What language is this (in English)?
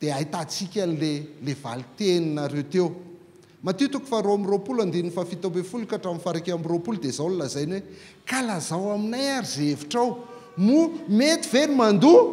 Malagasy